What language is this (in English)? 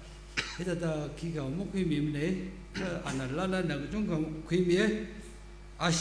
Tangkhul Naga (India)